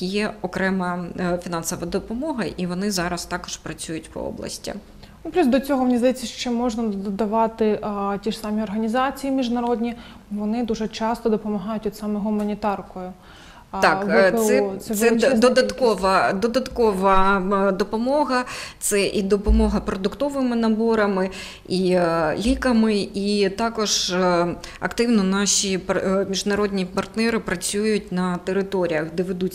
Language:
Ukrainian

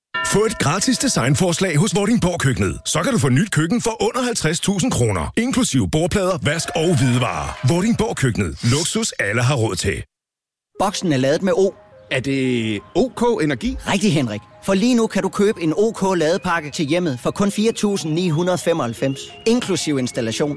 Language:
Danish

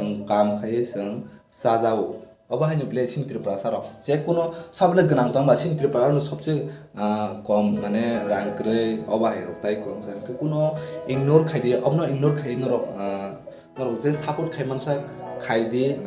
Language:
Kok Borok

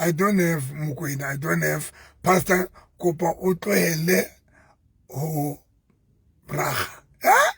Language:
Southern Sotho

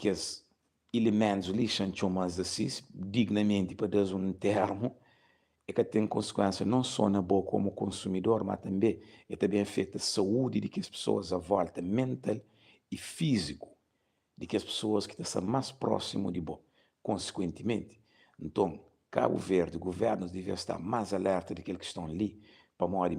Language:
Kabuverdianu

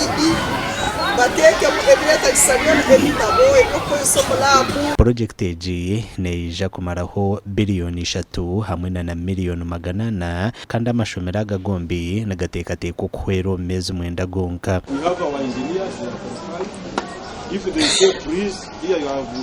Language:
Nyankole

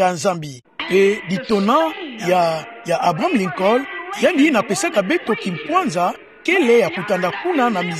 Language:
Kituba (Democratic Republic of Congo)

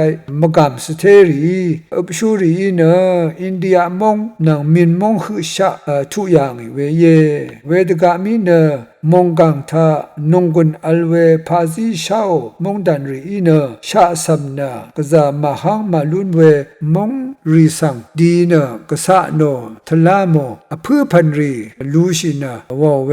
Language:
Rawang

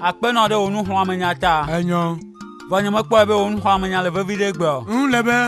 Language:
Ewe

